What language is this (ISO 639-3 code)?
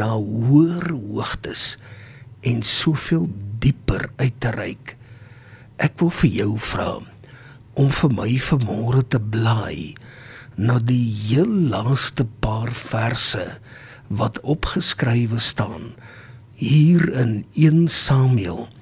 afr